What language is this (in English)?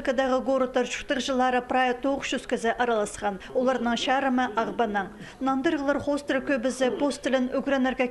Khakas